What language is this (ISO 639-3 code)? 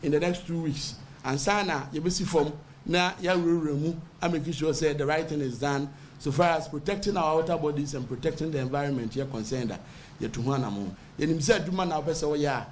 aka